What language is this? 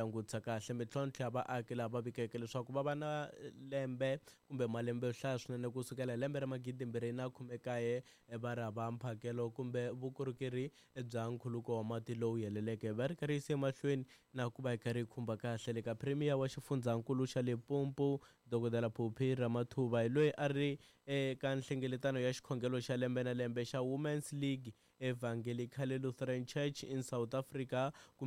Tsonga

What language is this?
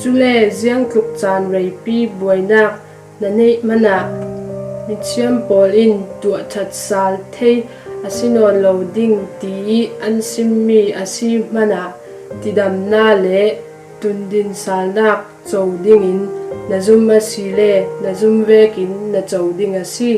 Falam Chin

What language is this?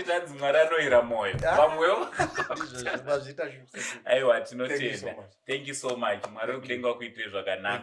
Shona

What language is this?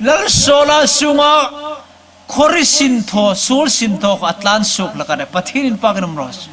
Hmar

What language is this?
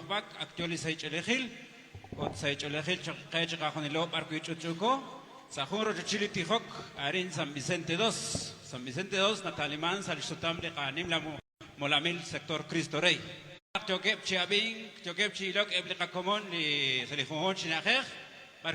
Kekchí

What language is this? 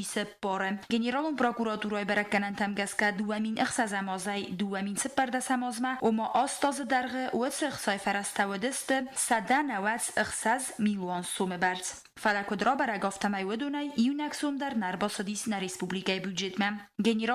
Ossetic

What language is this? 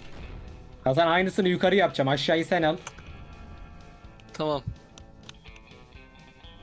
Turkish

